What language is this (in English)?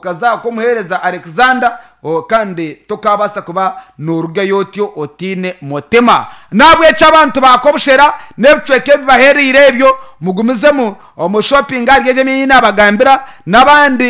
Nyankole